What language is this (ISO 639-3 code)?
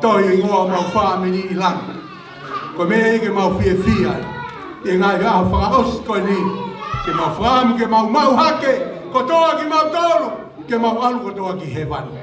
ton